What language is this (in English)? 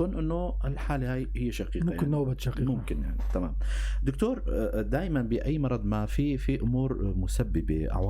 North Levantine Arabic